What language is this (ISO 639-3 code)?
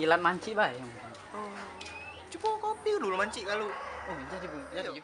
mui